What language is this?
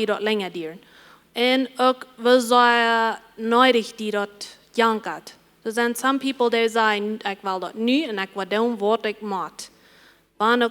Plautdietsch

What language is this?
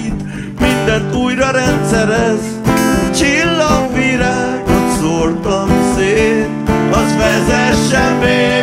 Hungarian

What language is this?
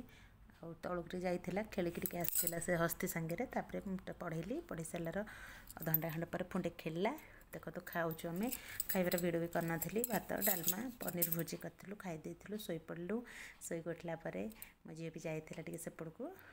Odia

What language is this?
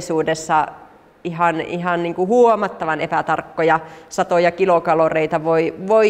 Finnish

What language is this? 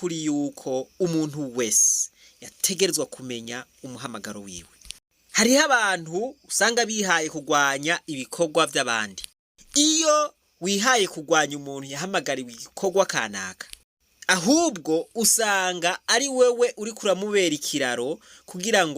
Rundi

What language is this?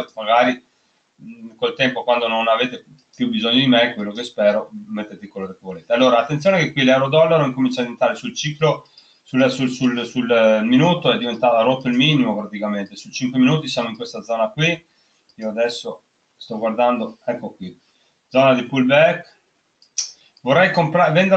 Italian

